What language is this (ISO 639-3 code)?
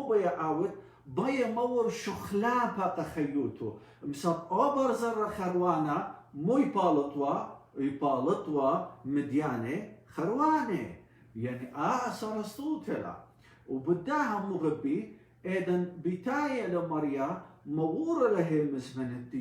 aii